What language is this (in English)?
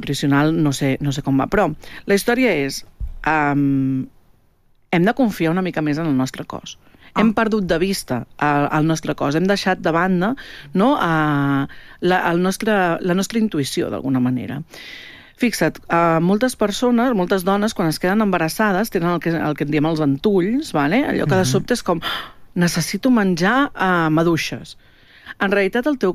Catalan